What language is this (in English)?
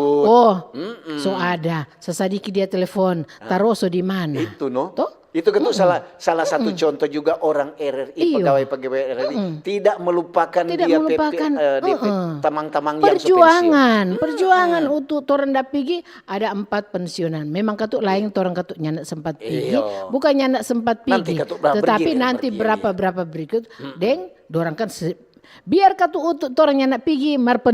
Manado Malay